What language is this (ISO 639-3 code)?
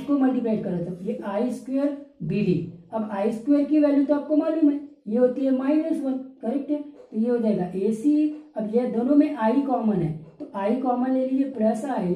hin